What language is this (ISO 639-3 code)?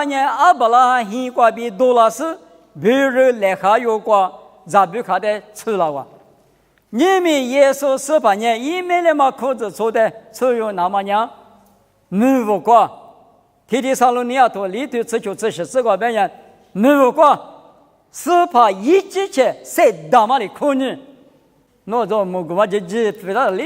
lis